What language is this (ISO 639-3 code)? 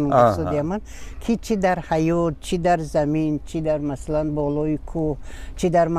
tgk